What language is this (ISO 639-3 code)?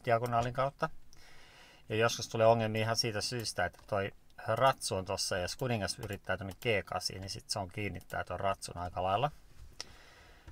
fin